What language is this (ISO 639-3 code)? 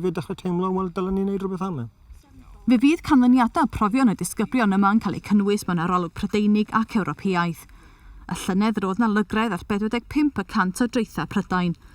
cym